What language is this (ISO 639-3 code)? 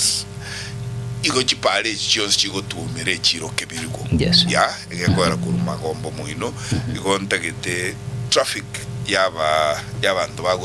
guz